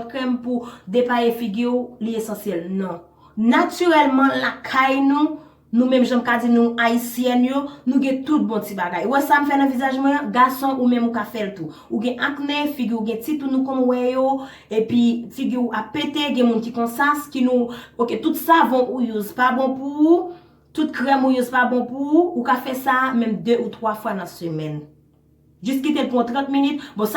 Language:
Haitian Creole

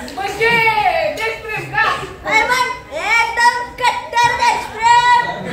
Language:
Marathi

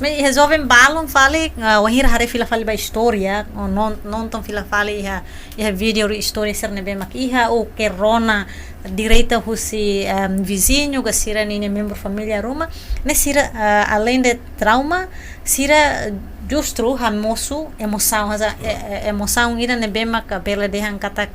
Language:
Tetum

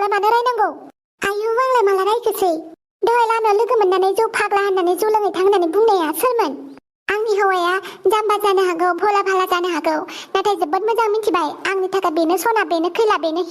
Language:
Bodo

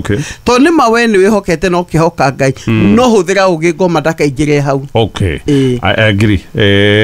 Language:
Kikuyu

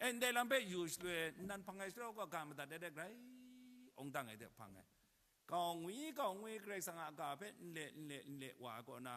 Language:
Kachin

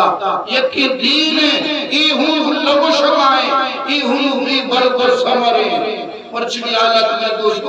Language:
Eastern Balochi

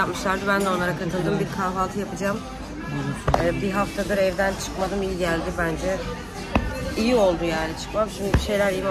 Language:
Turkish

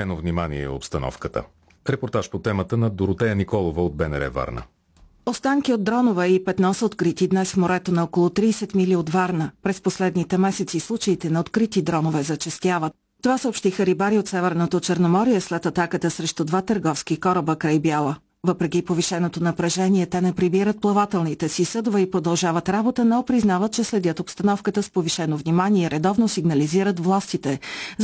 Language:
Bulgarian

